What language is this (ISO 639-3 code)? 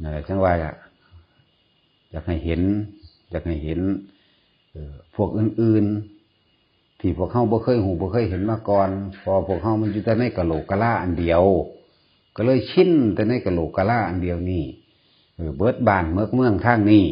tts